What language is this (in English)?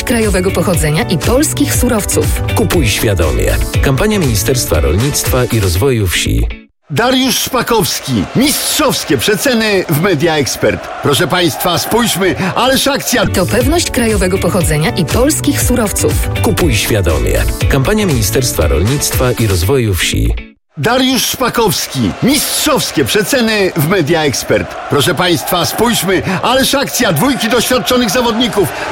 Polish